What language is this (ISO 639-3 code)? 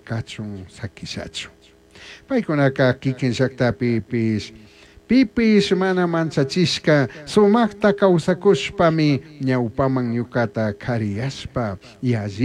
qug